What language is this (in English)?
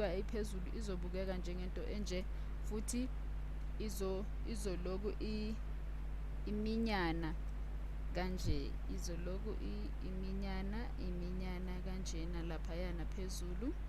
Zulu